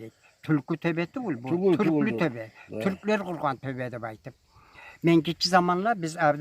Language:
Kumyk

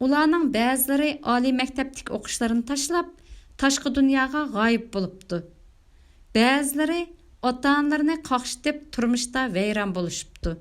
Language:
Uyghur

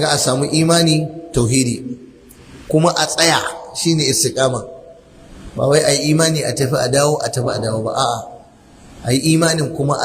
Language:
Hausa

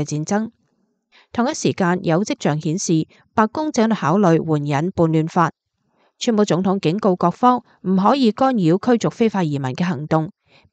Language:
Cantonese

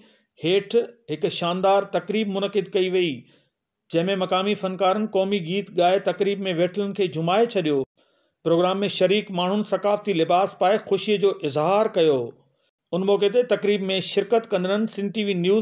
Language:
Sindhi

